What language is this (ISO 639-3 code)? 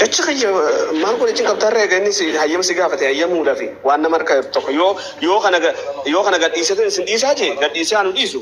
orm